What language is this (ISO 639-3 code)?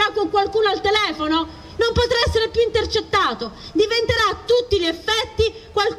ita